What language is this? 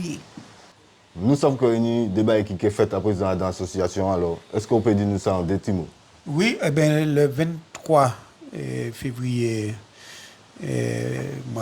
Guadeloupean Creole French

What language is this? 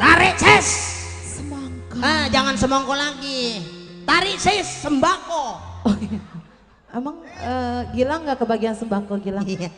Betawi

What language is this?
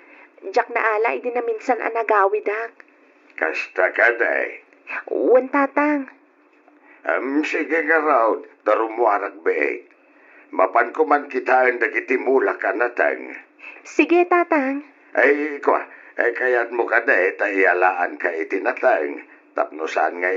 Iloko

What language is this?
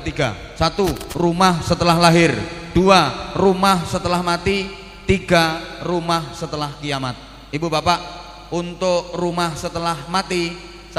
Indonesian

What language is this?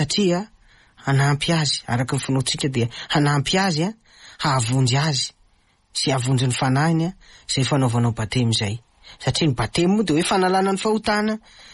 Malagasy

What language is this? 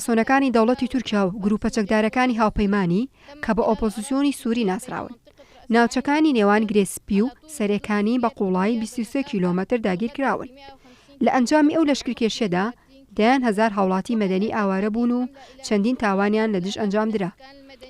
Central Kurdish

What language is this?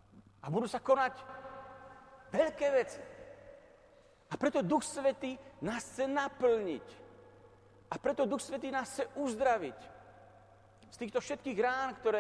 Slovak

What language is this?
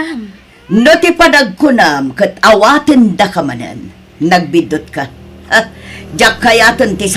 Iloko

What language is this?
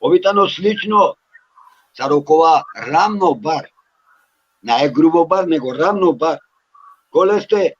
Balkan Romani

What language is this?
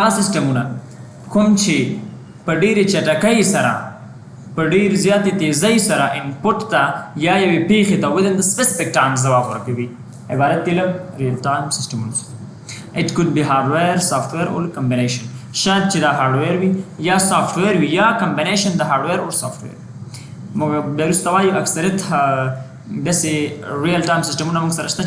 Pashto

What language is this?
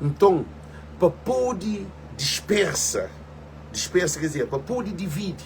Kabuverdianu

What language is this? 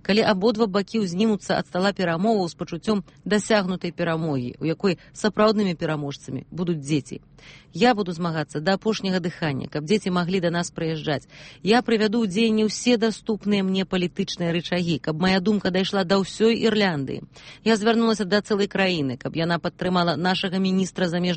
Belarusian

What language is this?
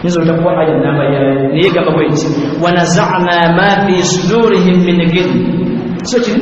Ganda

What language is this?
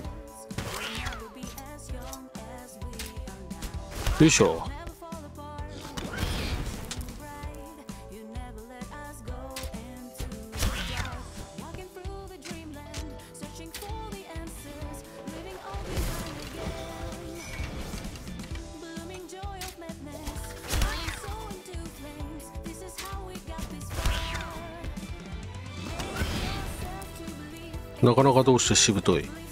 Japanese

